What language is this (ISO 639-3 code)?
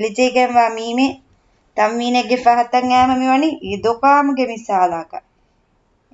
div